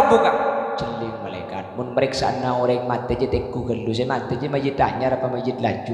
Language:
Madurese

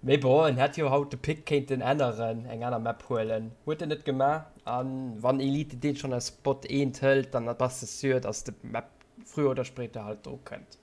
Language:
Luxembourgish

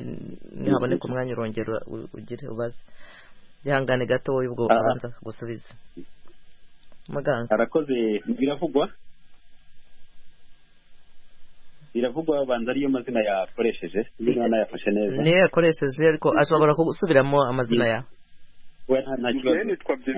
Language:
Kinyarwanda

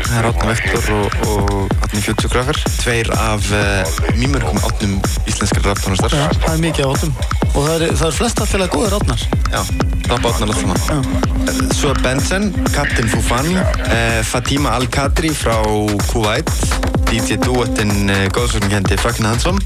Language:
Icelandic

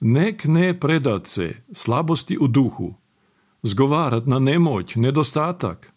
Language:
Serbian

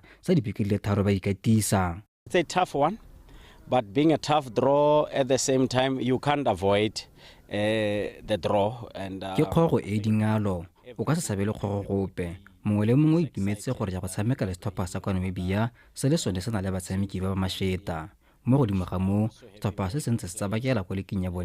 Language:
Tswana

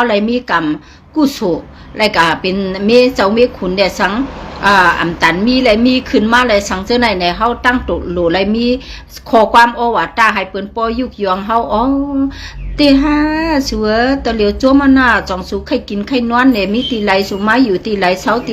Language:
Shan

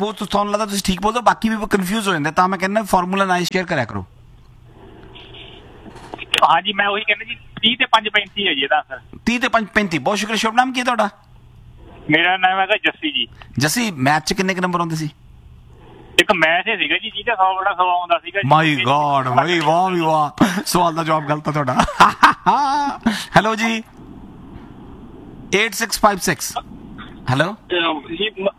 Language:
Punjabi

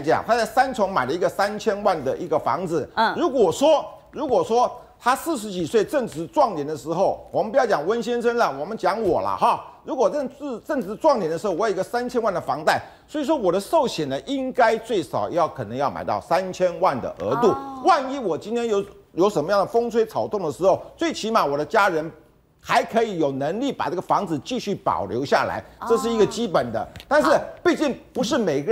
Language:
Chinese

